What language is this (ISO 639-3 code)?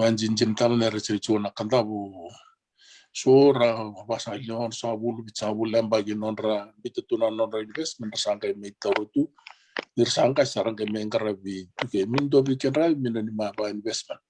fij